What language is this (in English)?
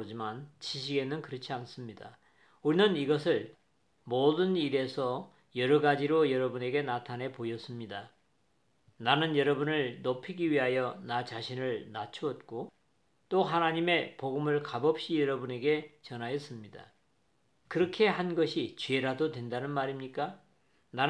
Korean